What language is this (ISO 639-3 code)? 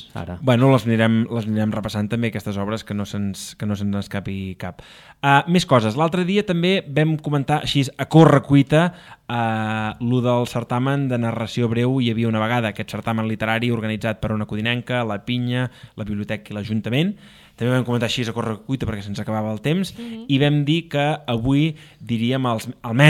cat